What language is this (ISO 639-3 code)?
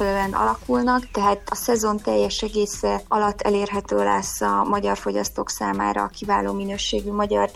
hun